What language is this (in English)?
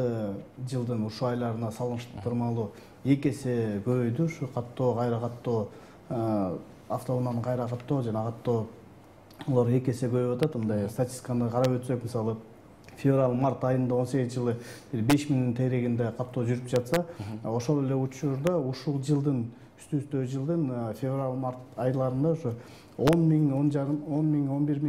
Kyrgyz